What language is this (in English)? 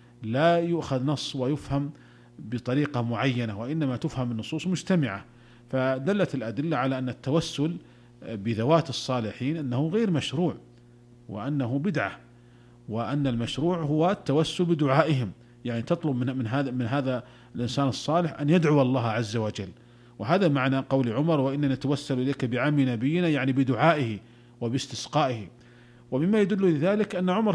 Arabic